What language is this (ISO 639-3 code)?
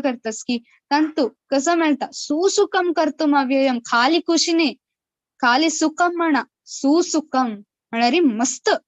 kok